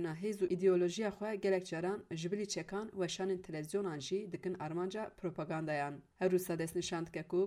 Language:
Kurdish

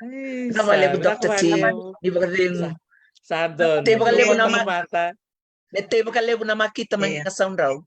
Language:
Fijian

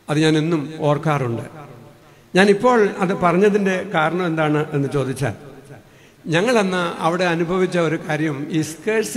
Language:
Malayalam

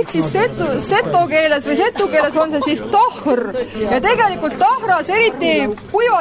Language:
Estonian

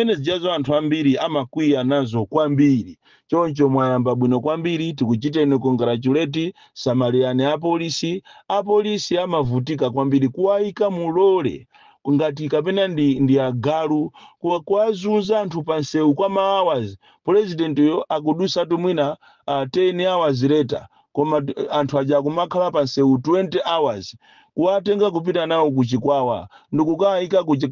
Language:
Nyanja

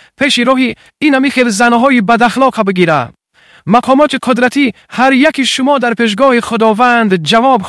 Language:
Tajik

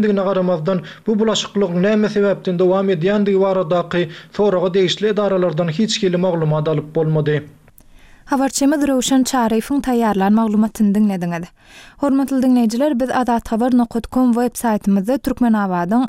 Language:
Turkmen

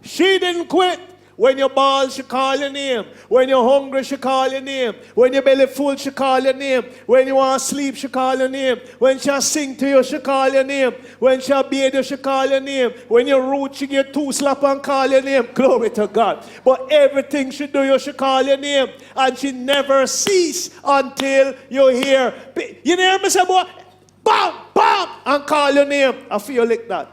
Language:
Jamaican Creole English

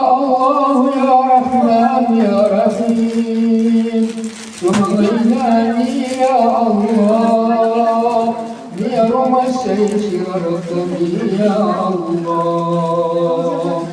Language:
Maranao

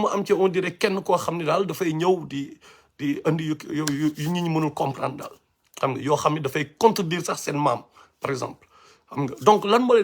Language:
Wolof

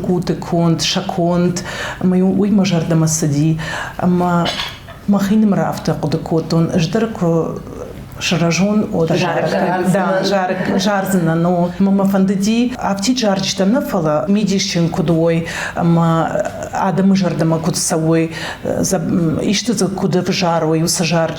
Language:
Ossetic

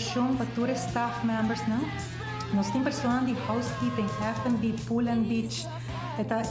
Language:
Papiamento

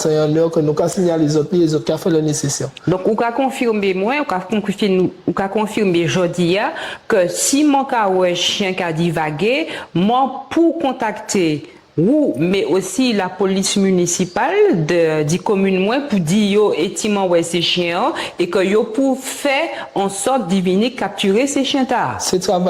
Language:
Guadeloupean Creole French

